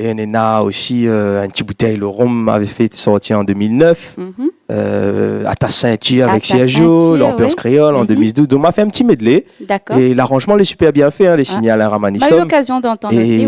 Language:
Réunion Creole French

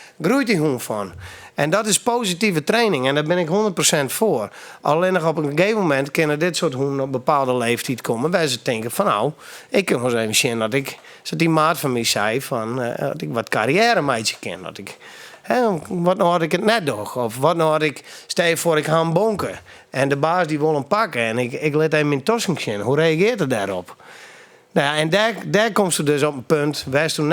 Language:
Western Frisian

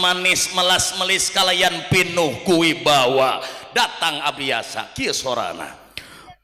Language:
Sundanese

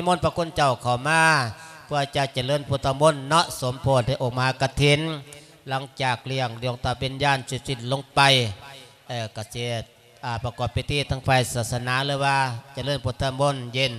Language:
Lao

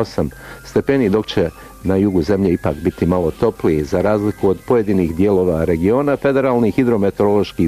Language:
Bosnian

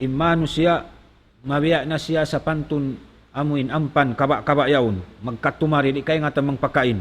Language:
Tausug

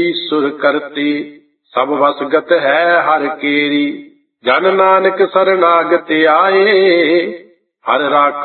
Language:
Punjabi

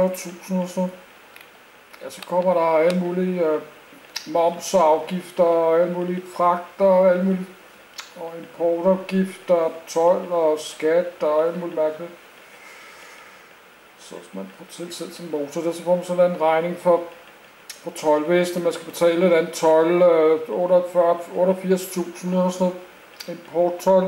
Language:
Danish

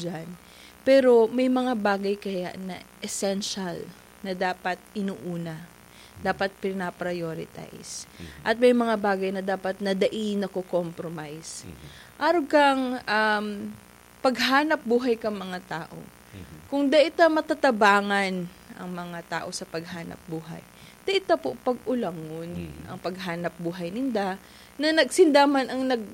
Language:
Bikol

